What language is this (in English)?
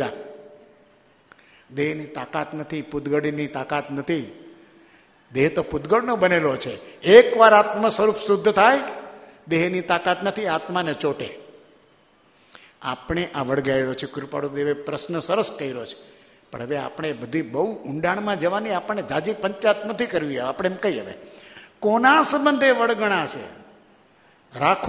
Gujarati